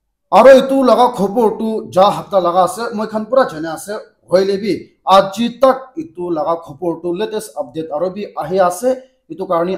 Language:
Naga Pidgin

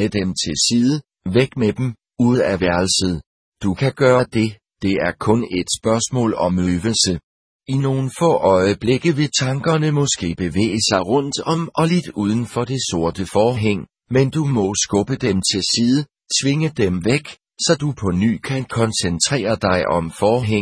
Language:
Danish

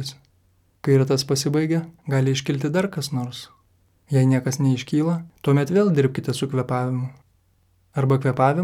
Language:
Lithuanian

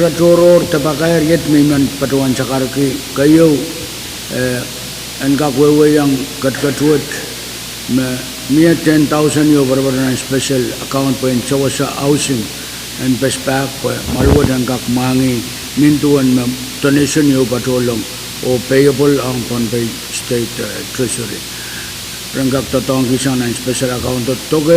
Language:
Pohnpeian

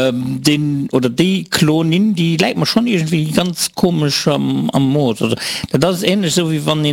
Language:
Luxembourgish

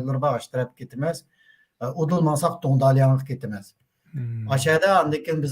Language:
Uyghur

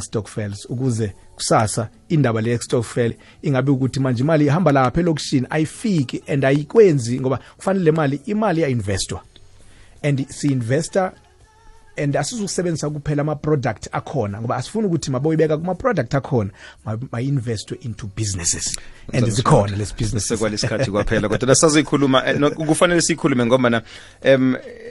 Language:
South Ndebele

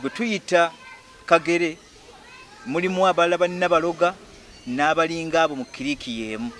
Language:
Ganda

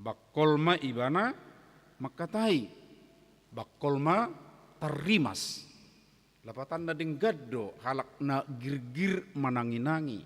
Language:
Batak Toba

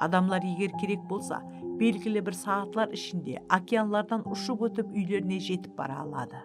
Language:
Kara-Kalpak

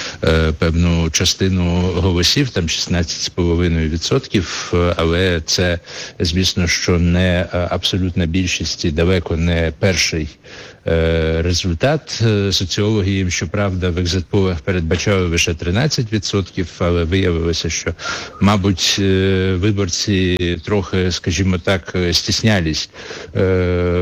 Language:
Ukrainian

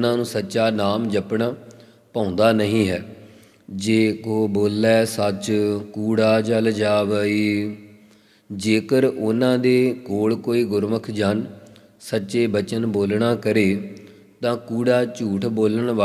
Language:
Punjabi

